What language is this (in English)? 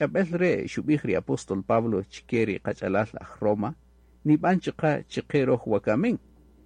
Kaqchikel